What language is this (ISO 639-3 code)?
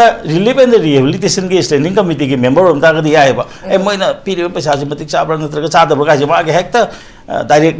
mni